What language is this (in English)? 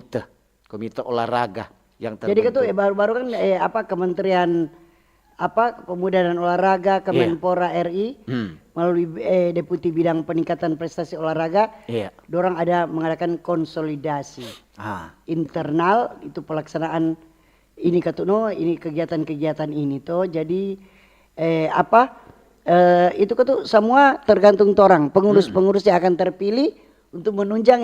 Manado Malay